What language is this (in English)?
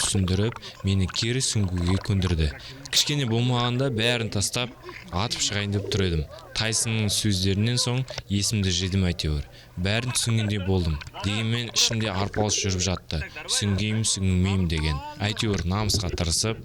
Kazakh